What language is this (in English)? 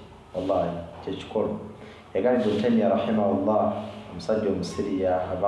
Ganda